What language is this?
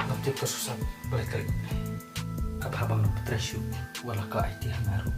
Khasi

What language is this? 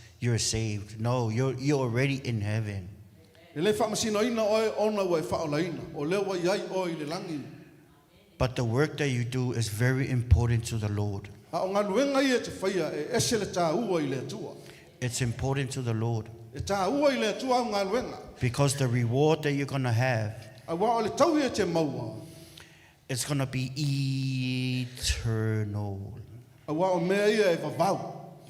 Samoan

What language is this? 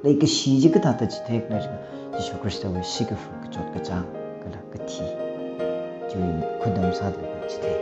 Tangkhul Naga (India)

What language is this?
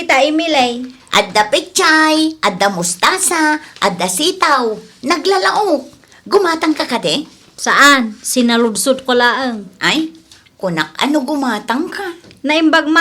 Iloko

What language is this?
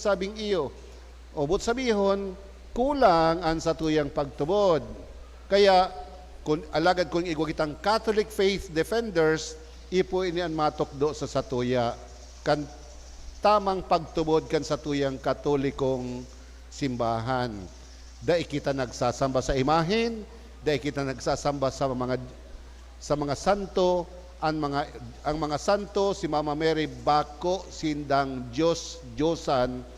Bikol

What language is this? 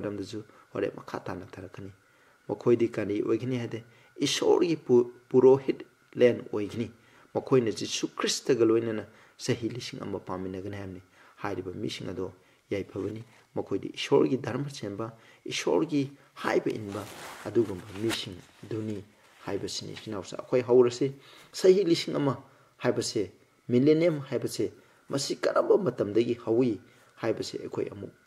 Manipuri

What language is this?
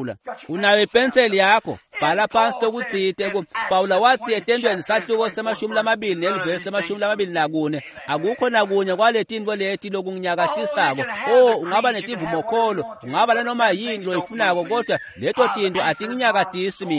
Swati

